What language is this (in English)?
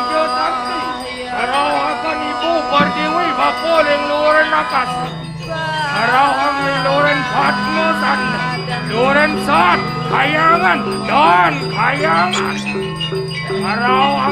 Balinese